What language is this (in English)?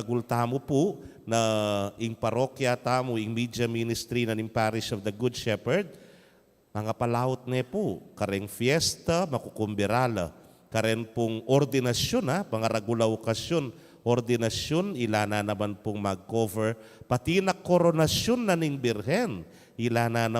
Pampanga